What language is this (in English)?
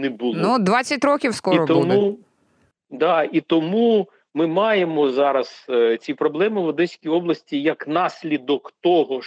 Ukrainian